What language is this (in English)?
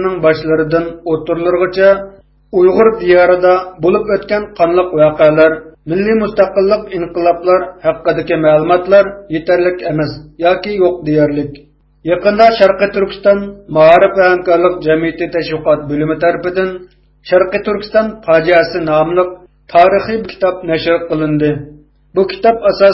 Uyghur